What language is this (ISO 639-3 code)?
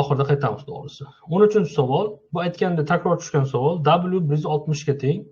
uzb